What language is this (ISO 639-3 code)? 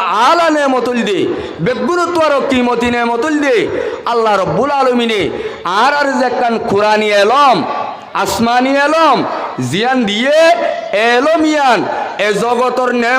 rhg